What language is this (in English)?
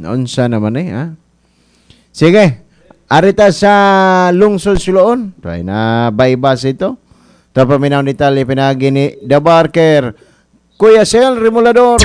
Cebuano